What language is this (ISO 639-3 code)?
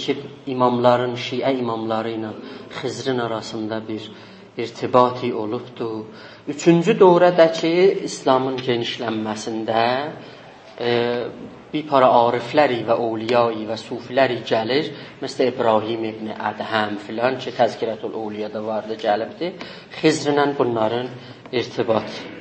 azb